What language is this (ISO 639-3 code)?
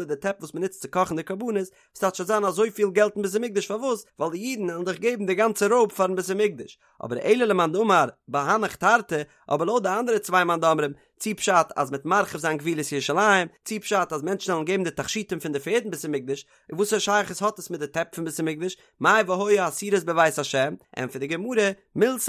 yid